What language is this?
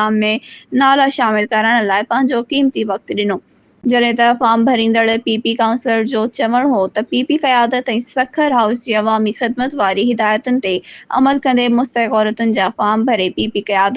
Sindhi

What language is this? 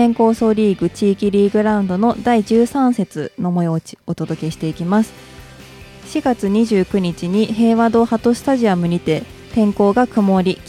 Japanese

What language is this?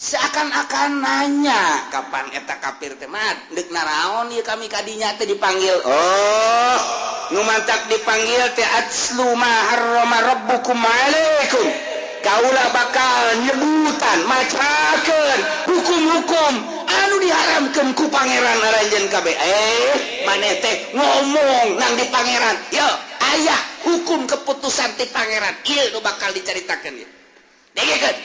Sundanese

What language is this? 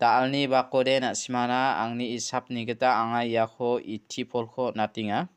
Garo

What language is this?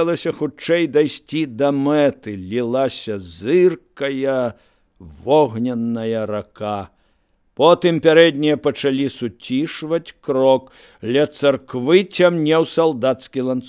Belarusian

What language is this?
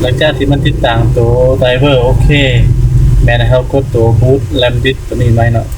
Lao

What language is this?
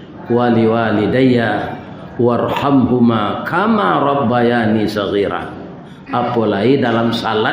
Minangkabau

